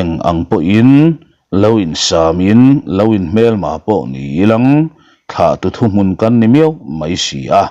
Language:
Mizo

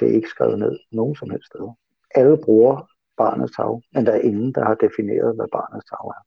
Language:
Danish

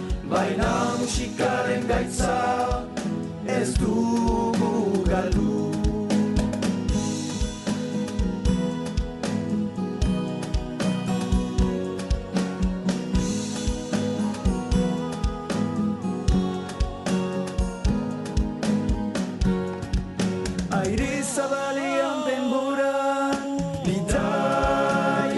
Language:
Basque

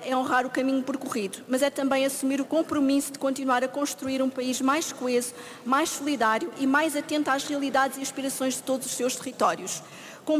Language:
Portuguese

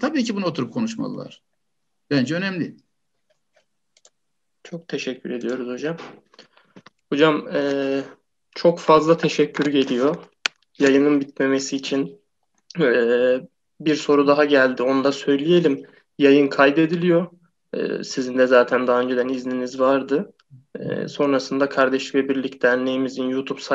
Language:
Turkish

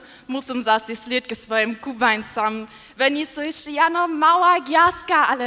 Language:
Upper Sorbian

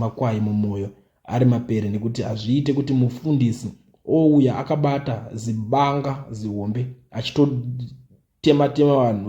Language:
Shona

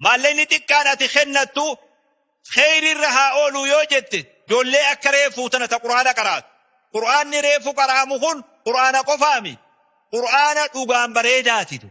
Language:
Oromo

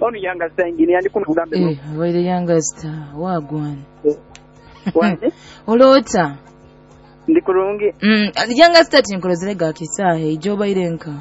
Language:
Nyoro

